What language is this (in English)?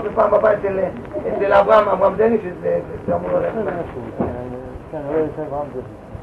Hebrew